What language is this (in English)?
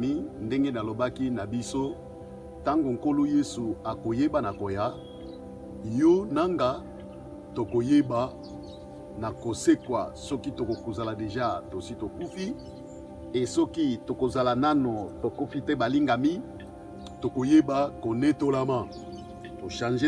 Lingala